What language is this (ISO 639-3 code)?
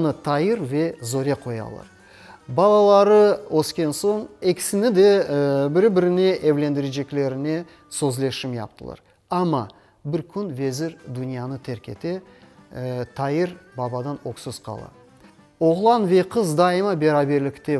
crh